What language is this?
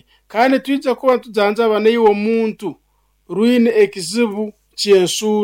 Nyoro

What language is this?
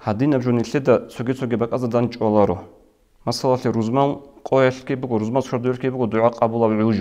Avaric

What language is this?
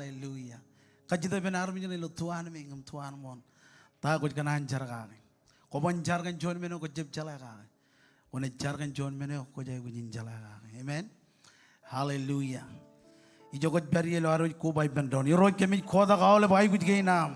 Marshallese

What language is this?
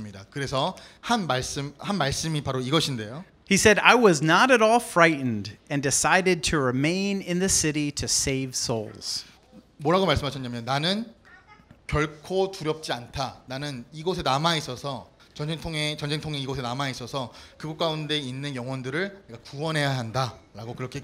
Korean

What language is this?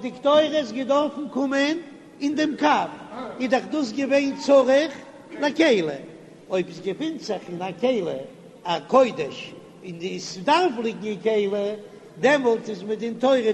Yiddish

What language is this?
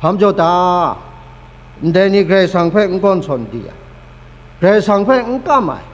Kachin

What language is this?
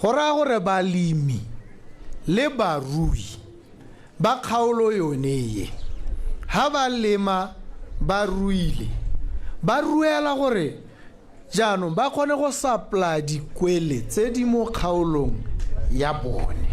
Tswana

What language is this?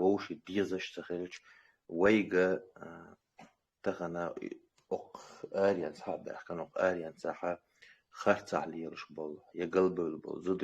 Chechen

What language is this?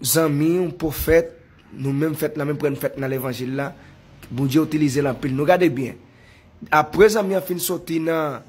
Haitian Creole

